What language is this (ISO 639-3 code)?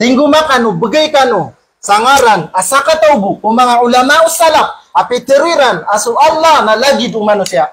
mrw